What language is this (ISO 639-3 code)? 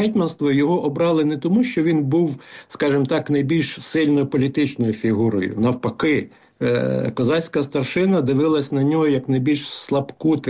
ukr